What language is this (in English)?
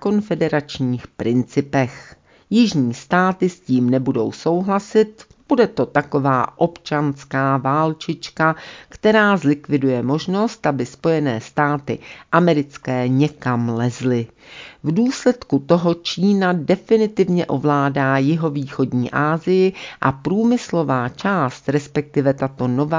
Czech